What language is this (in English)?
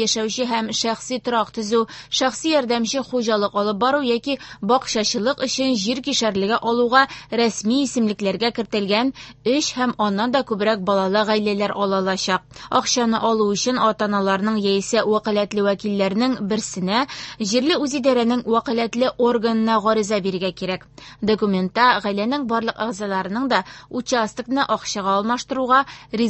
Tatar